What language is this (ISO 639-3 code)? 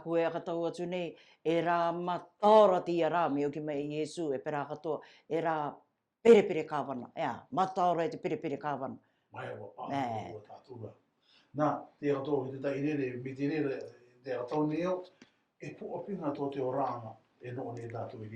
rar